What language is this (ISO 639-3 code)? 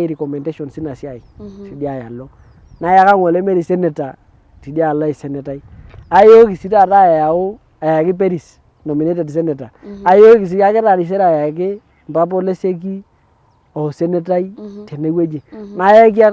mas